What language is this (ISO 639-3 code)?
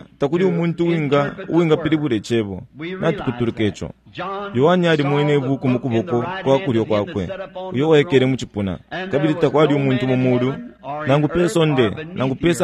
bem